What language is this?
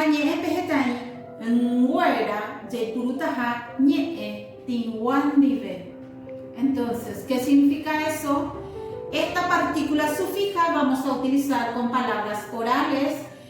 Guarani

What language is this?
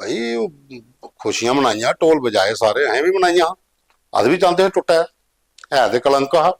Dogri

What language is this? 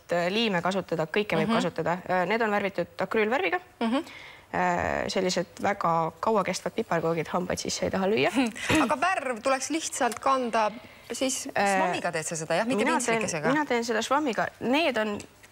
Estonian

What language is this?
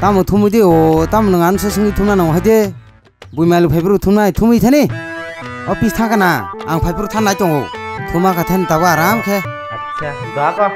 Kok Borok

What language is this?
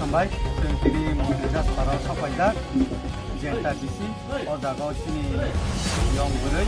Kok Borok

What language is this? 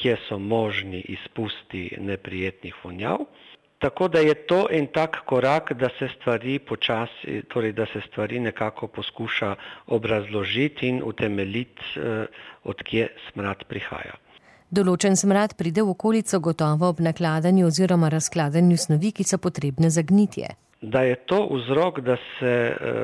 Slovenian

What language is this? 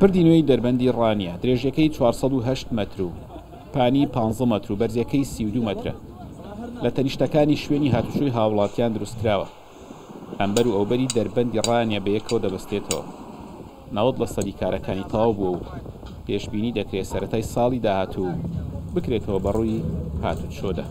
Central Kurdish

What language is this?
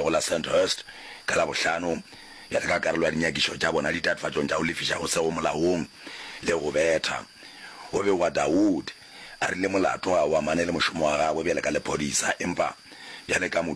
Northern Sotho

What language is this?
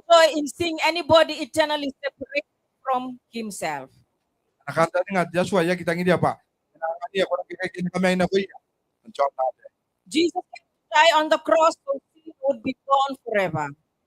Gilbertese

